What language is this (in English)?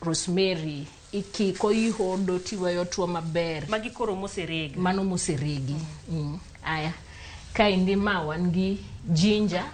Luo (Kenya and Tanzania)